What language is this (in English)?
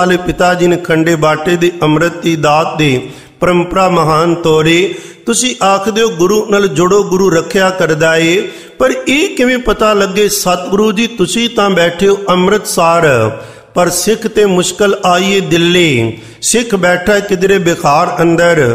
Punjabi